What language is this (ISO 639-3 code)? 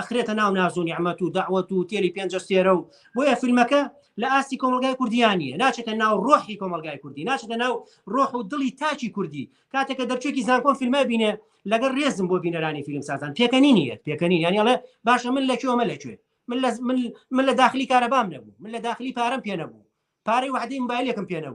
ckb